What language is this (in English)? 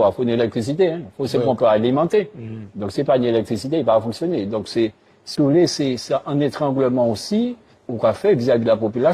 Guadeloupean Creole French